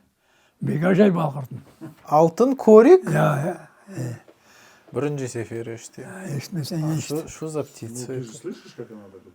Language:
Crimean Tatar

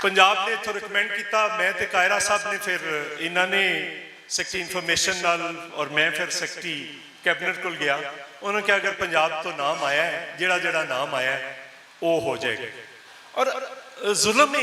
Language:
Western Panjabi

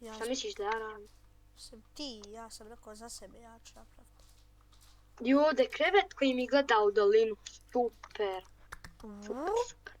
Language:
Bosnian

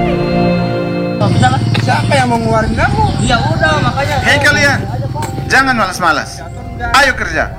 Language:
Indonesian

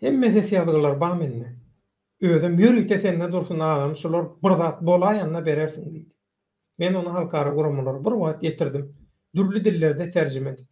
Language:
Turkmen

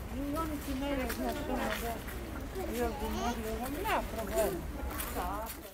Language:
Croatian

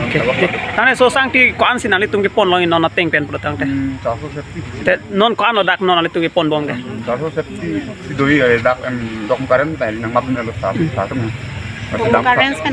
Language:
Karbi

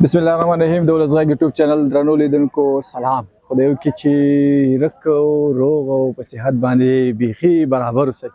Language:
Pashto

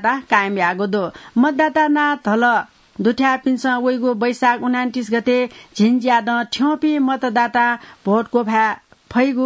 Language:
Newari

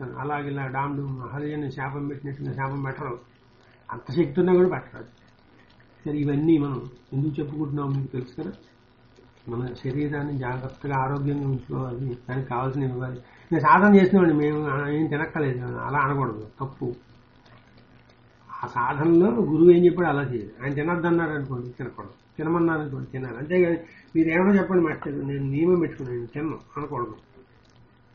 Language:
Telugu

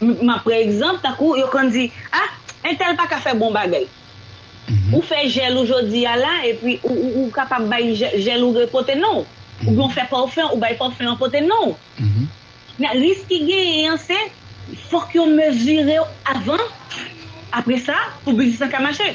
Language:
Haitian Creole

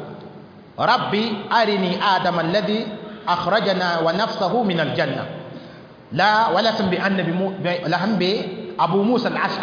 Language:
Mossi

